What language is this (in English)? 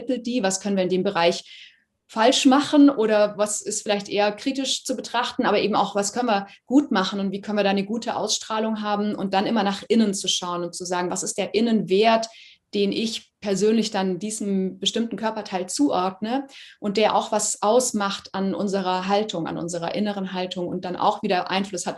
Swiss German